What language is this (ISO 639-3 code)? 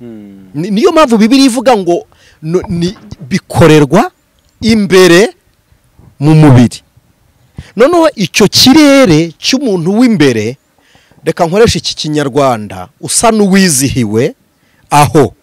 kin